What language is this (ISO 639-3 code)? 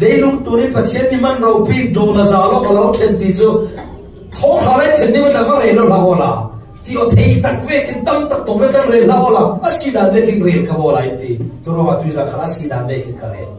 cfm